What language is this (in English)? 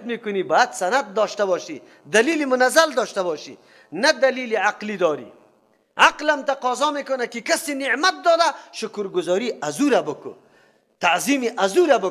Persian